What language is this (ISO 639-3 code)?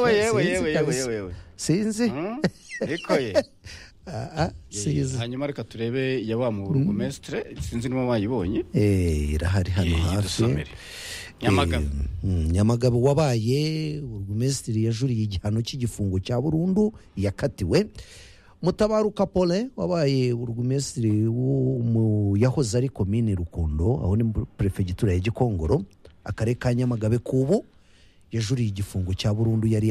kin